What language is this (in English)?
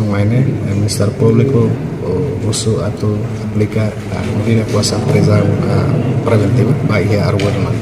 Tetum